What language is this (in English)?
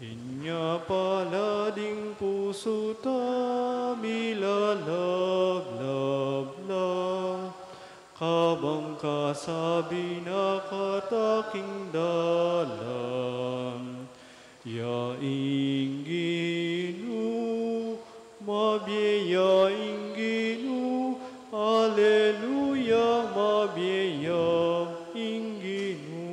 Pampanga